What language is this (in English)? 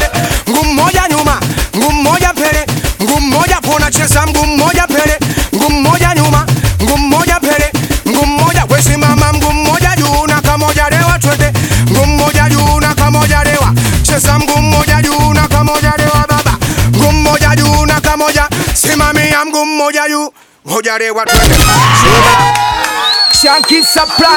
Swahili